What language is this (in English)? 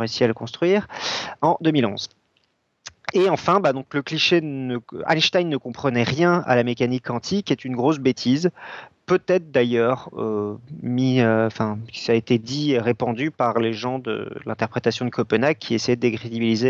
French